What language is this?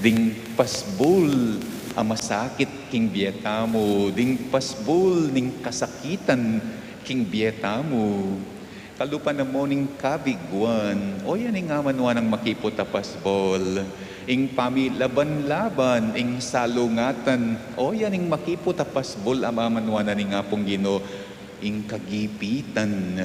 Pampanga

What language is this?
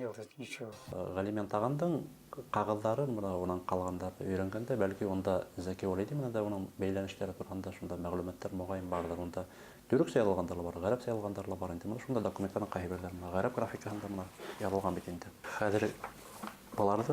Bashkir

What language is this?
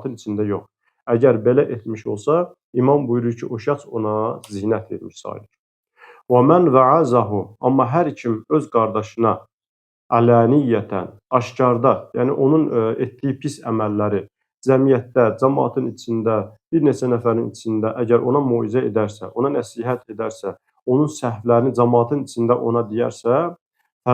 Azerbaijani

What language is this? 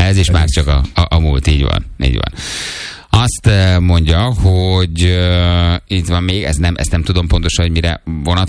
Hungarian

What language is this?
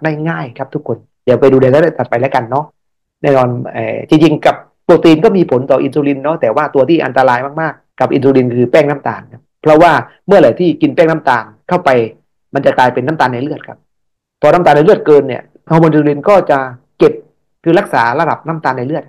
Thai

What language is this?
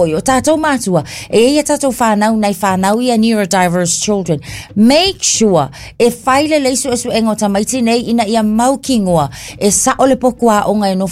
Samoan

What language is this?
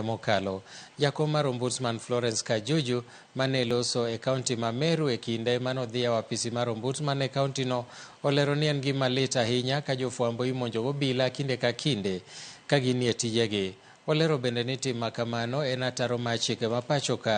Luo (Kenya and Tanzania)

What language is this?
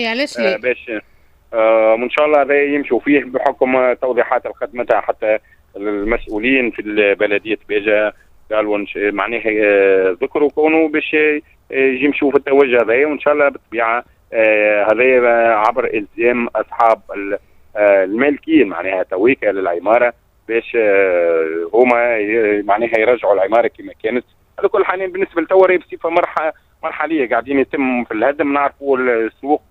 Tunisian Arabic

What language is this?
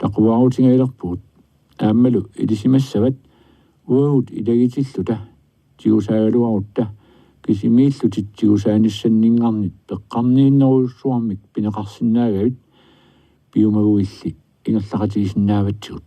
Kalaallisut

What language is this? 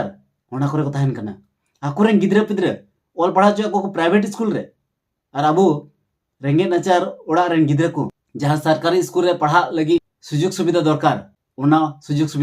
Santali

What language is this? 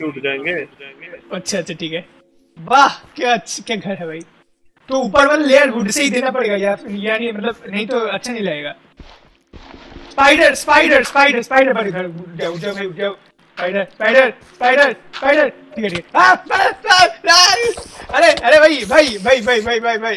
Hindi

